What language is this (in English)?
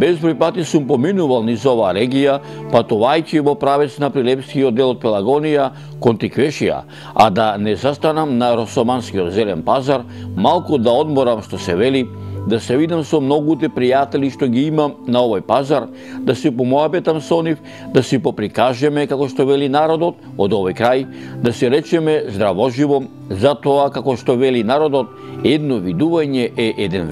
Macedonian